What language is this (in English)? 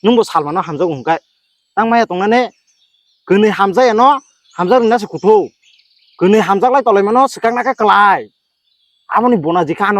Kok Borok